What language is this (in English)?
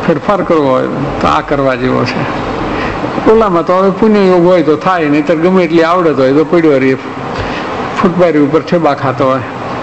Gujarati